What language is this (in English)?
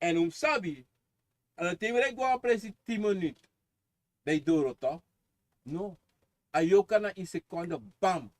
Sranan Tongo